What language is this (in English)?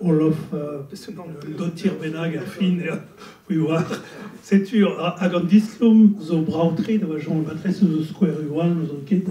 Breton